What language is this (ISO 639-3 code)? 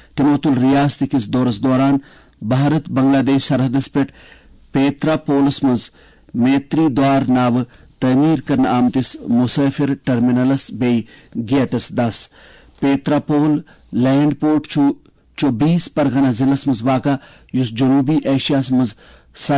kas